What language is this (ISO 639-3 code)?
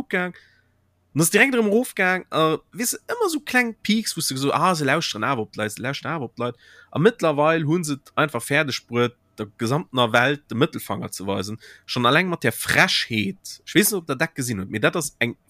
ltz